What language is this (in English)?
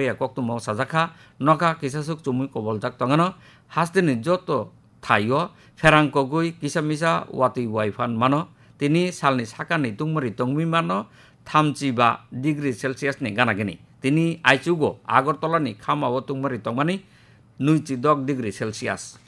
Kok Borok